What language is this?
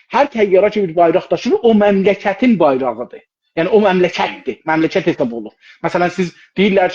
South Azerbaijani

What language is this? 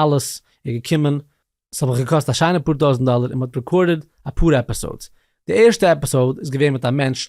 Yiddish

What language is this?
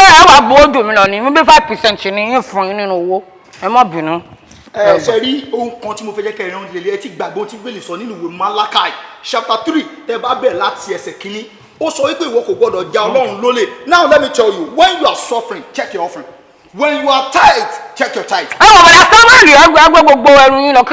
Yoruba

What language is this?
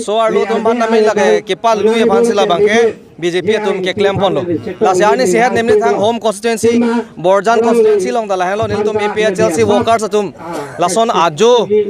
Karbi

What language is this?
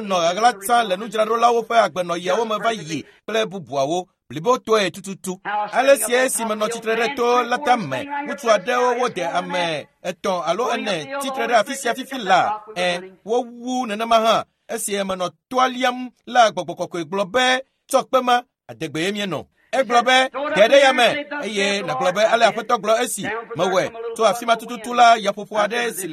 Ewe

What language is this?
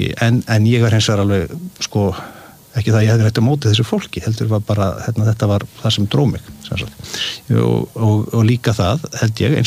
Icelandic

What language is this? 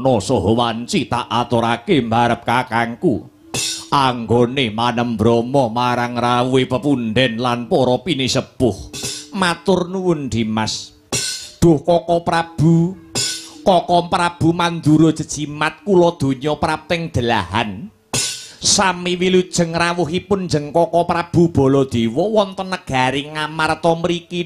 Javanese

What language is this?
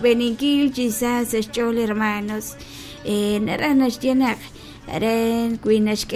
Kekchí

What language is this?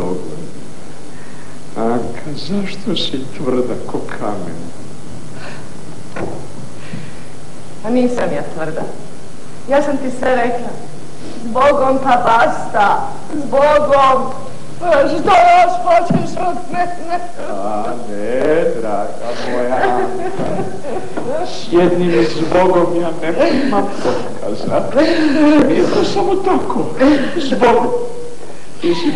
Croatian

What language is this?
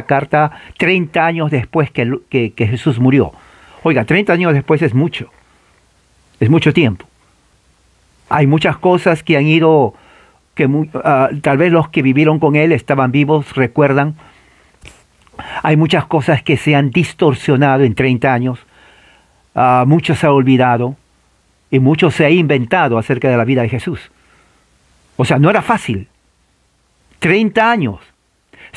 Spanish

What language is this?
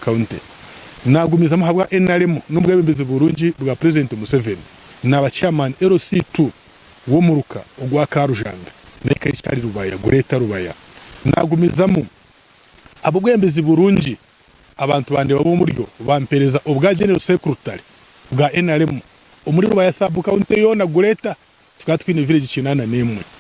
Nyankole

